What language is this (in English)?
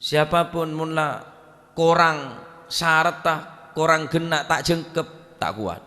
Madurese